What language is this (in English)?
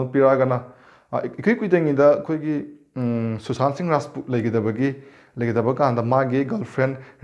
Manipuri